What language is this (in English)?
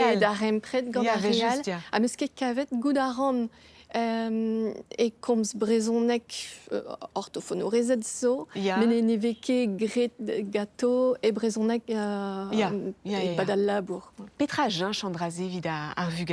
Breton